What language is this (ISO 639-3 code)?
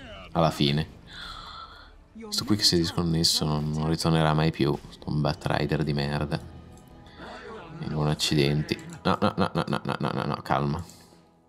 ita